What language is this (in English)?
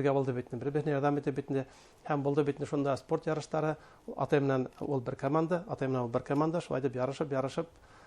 Bashkir